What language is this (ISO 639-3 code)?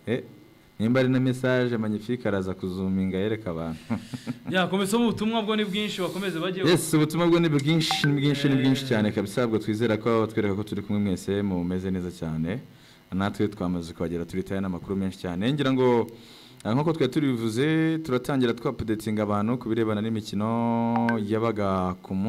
kin